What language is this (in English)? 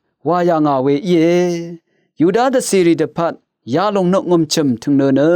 Rawang